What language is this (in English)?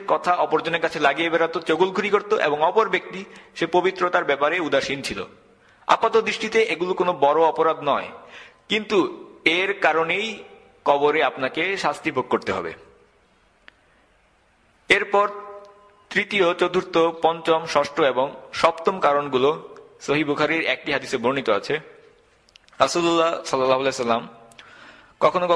Bangla